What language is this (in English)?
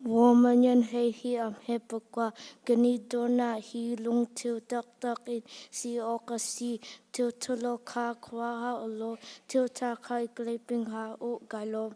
Hakha Chin